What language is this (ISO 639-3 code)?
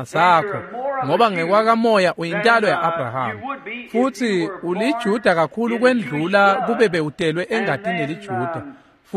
ssw